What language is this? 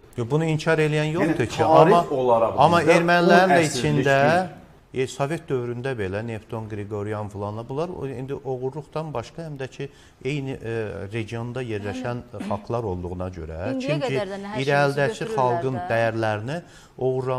Azerbaijani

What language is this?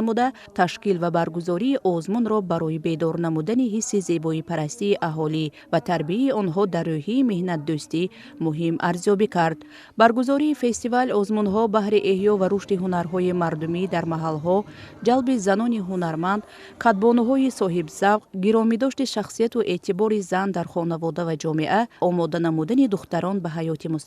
Tajik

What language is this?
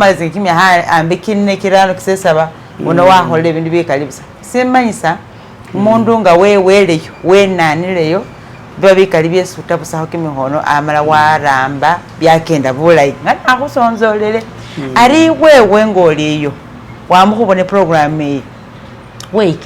Masaaba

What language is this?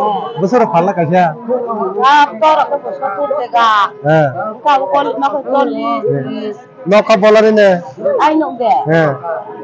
Kok Borok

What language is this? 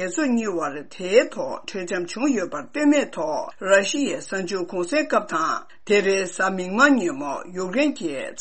Tibetan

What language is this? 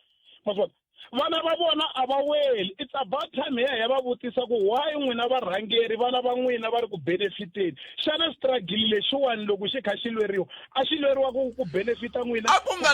Tsonga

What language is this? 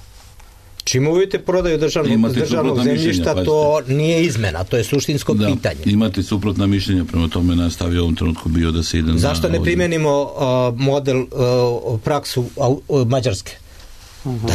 Serbian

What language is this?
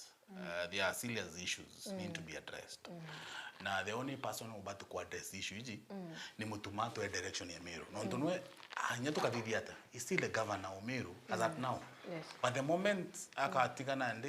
Meru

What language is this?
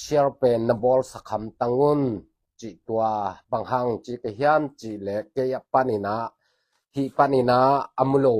Tedim Chin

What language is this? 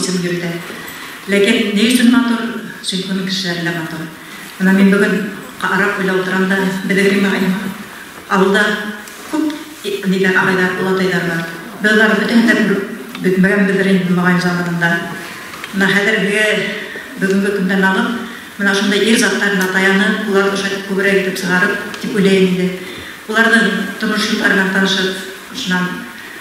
Bashkir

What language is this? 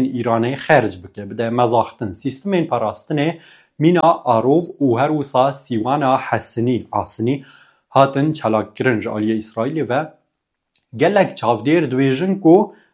Kurdish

